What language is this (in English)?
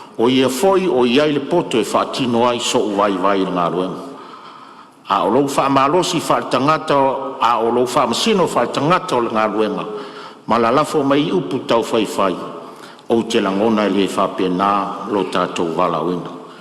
Samoan